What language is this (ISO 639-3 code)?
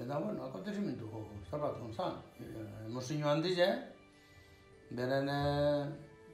eus